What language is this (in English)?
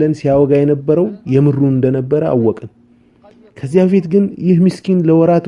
Amharic